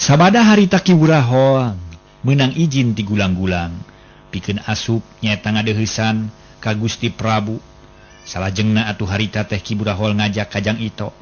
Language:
Sundanese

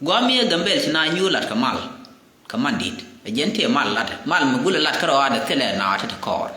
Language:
Nuer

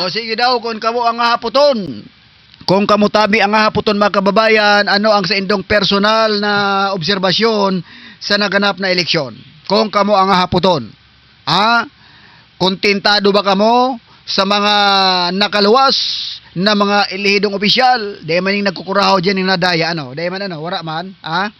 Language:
Southern Catanduanes Bikol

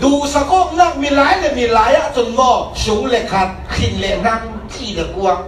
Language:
Falam Chin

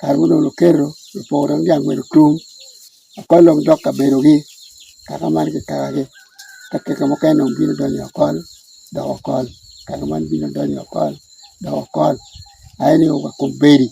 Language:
Acoli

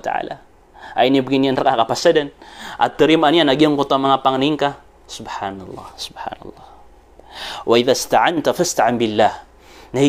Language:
Maranao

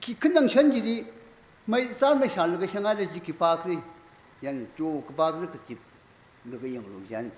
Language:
Tangkhul Naga (India)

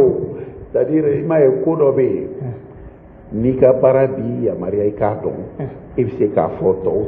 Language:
Bambara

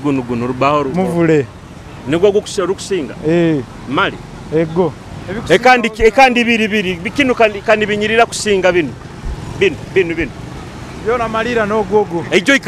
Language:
Nyoro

